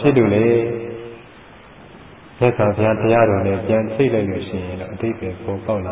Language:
Burmese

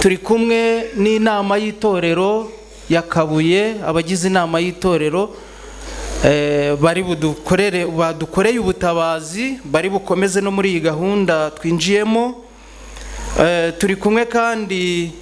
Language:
Kinyarwanda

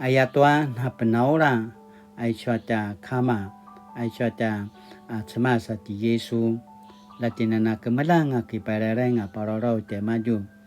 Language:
Paiwan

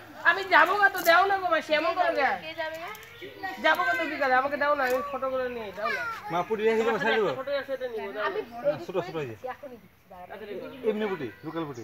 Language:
Assamese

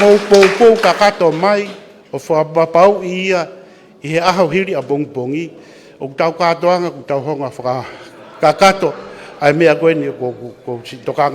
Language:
Tongan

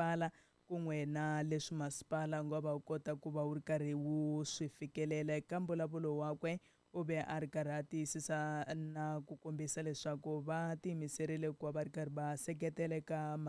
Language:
Tsonga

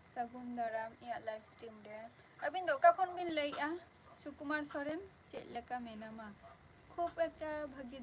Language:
Santali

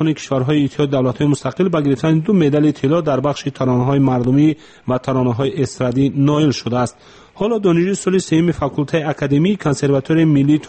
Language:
Tajik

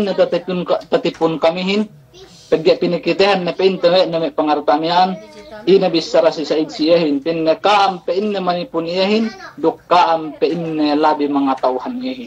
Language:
Yakan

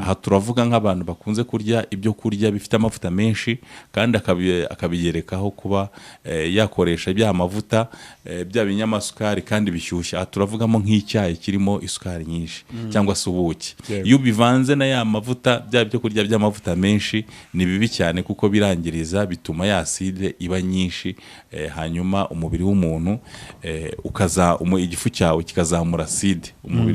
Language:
Kinyarwanda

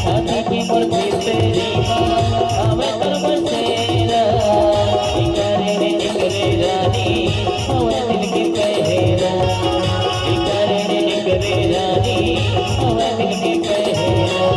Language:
Chhattisgarhi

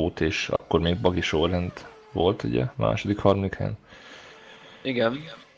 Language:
Hungarian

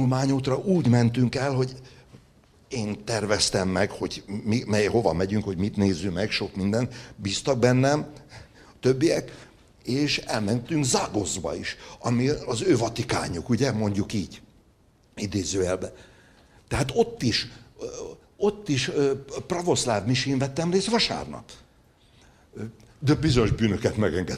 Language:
Hungarian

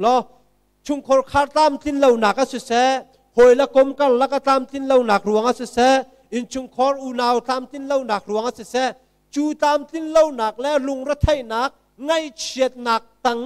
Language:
Hakha Chin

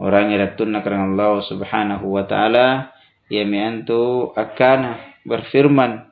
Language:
Makasar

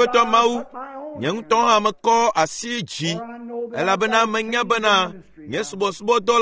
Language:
Ewe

